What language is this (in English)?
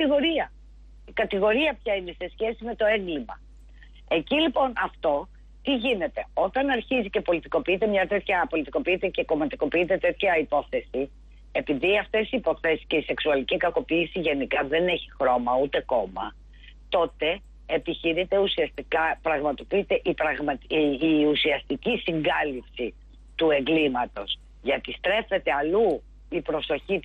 Greek